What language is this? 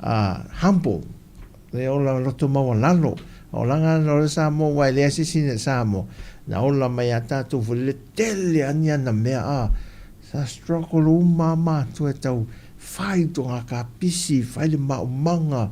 Samoan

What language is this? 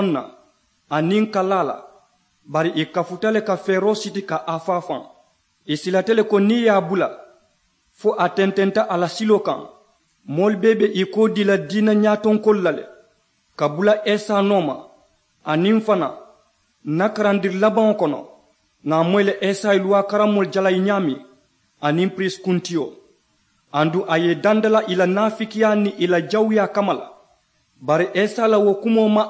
Mandingo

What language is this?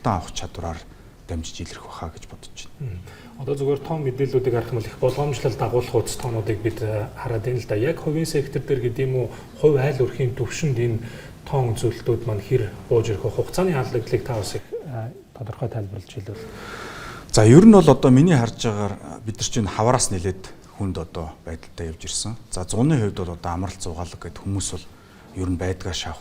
Mongolian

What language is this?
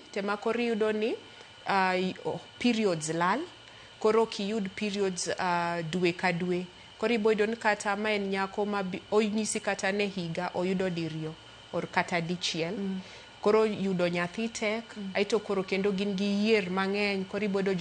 Luo (Kenya and Tanzania)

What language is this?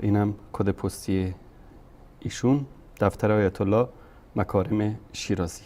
Persian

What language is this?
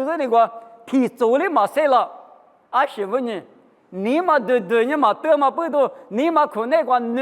Lisu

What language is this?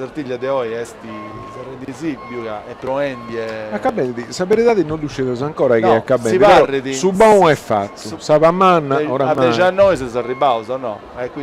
Sardinian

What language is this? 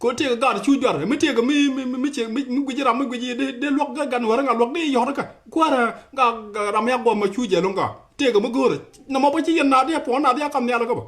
Nuer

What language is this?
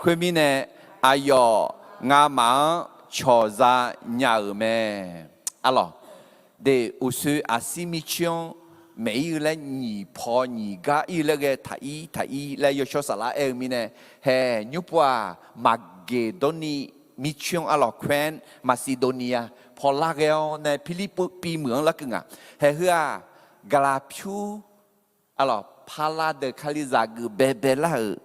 Akha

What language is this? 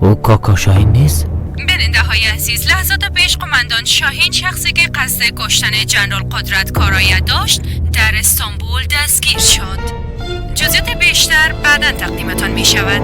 Persian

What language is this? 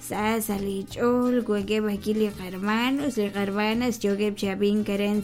Kekchí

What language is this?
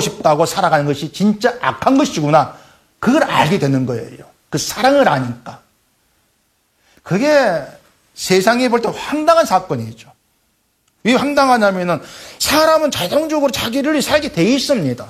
Korean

